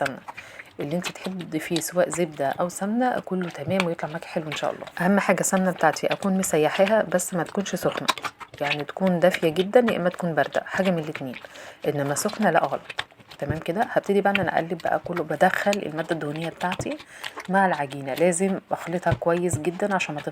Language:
Egyptian Arabic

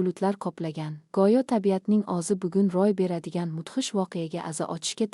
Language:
Uzbek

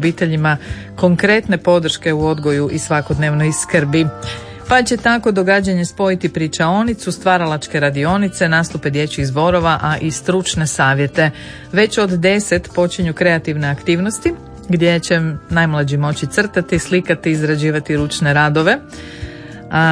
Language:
Croatian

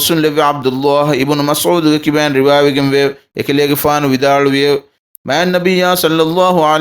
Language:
Divehi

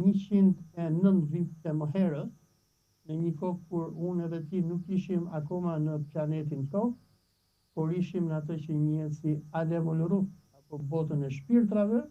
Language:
Albanian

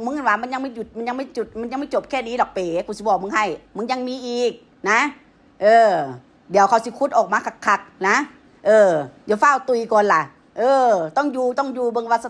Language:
Northeastern Thai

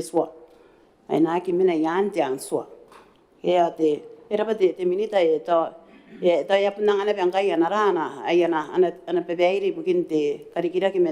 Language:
Gilbertese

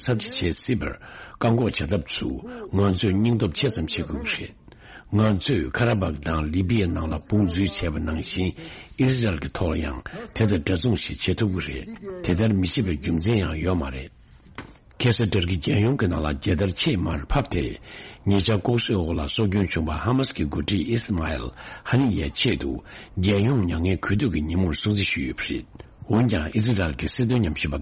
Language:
Tibetan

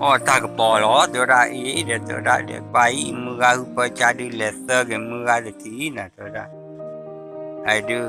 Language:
S'gaw Karen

